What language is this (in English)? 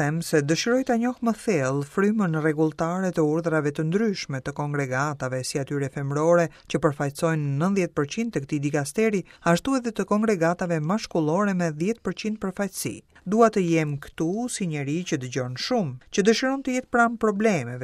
Albanian